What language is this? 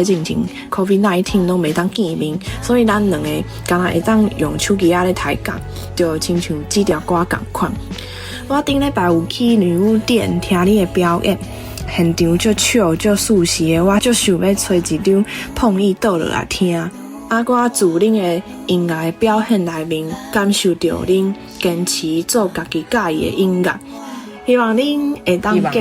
Min Nan Chinese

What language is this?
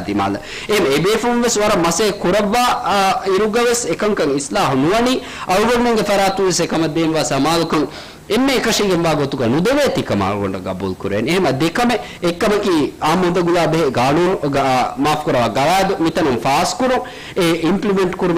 Divehi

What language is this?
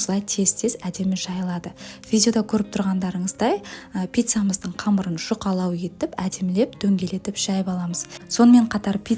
Kazakh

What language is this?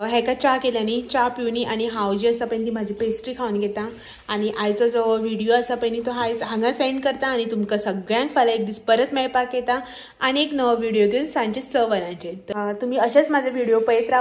Konkani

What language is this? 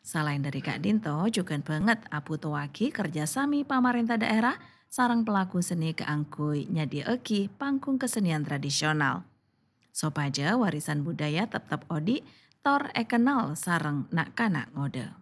Madurese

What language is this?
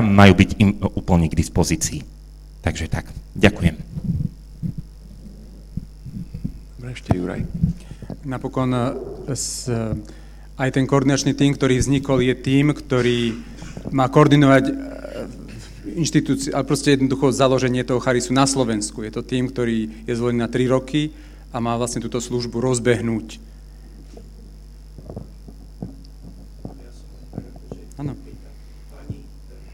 Slovak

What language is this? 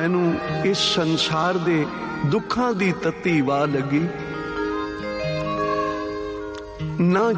Punjabi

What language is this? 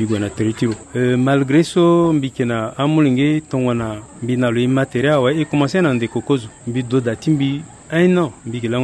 Sango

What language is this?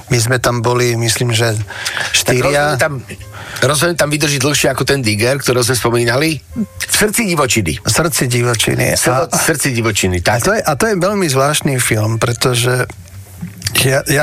Slovak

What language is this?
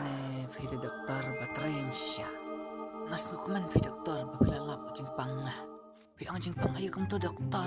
Khasi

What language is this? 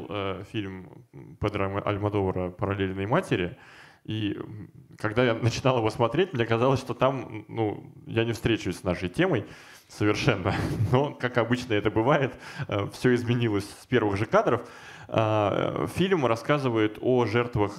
Russian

